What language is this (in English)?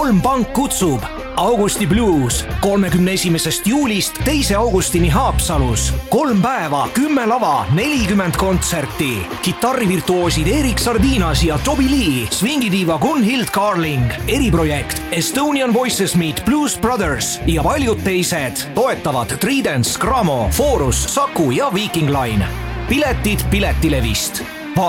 Estonian